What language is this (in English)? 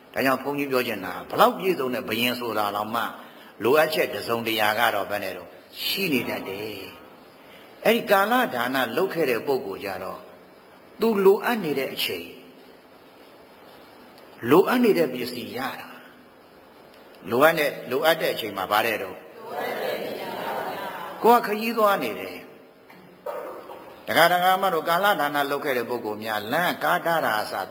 Burmese